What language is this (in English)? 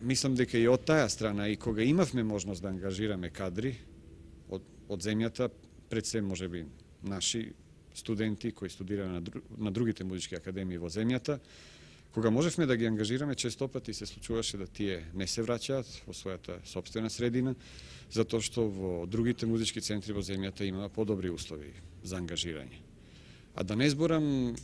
Macedonian